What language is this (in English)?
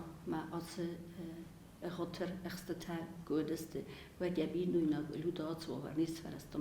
Ossetic